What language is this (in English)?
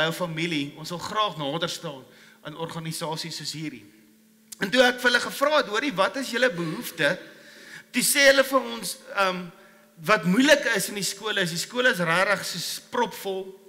Afrikaans